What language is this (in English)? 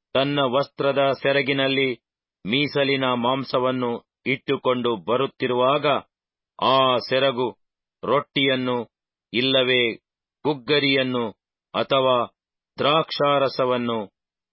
Kannada